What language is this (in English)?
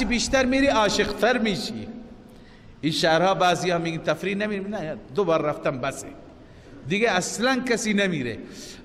Persian